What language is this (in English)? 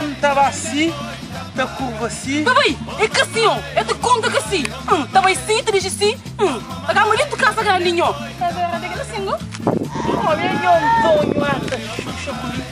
Kabuverdianu